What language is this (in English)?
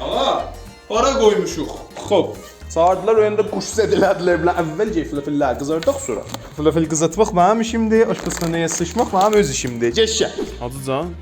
South Azerbaijani